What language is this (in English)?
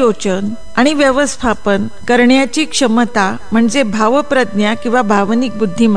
Marathi